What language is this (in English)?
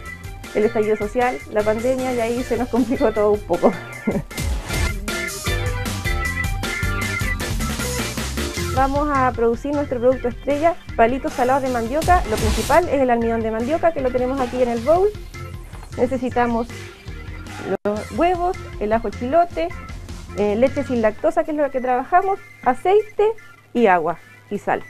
Spanish